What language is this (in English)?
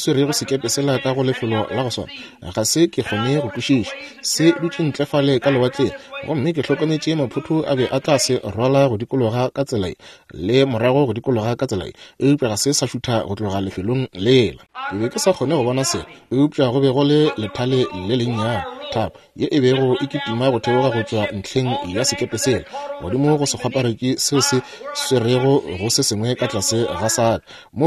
Northern Sotho